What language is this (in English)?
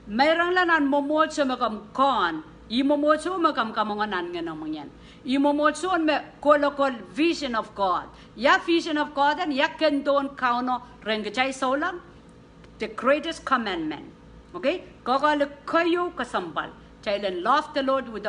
Pohnpeian